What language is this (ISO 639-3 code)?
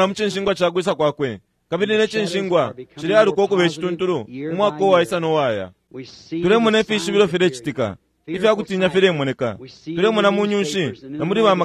bem